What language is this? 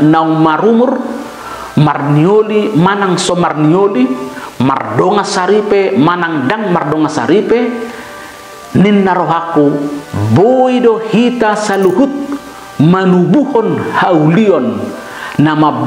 Batak Toba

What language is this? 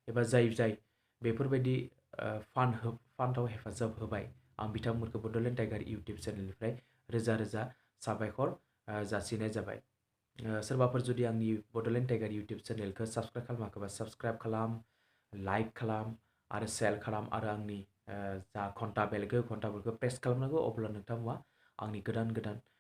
Bodo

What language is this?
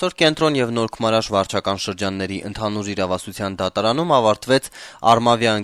Armenian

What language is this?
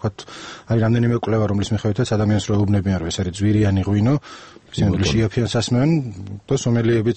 Georgian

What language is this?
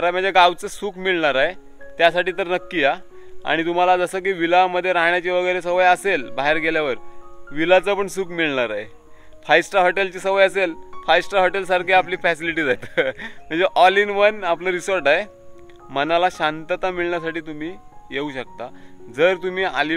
Marathi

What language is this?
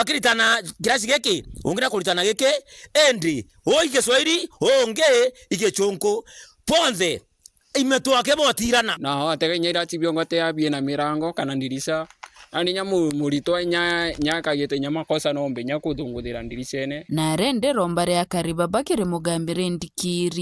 Meru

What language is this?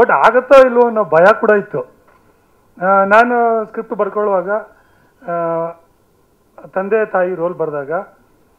Kannada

